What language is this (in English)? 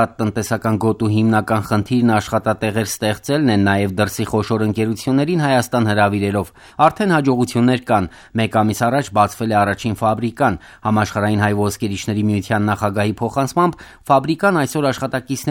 Armenian